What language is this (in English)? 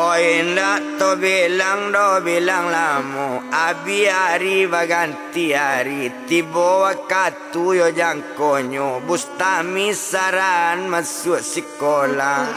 Minangkabau